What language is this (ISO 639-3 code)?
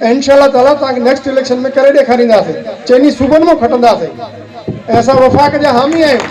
snd